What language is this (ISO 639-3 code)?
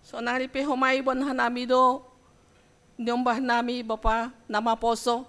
bts